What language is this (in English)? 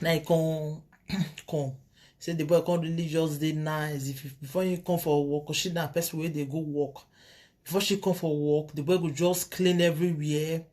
Nigerian Pidgin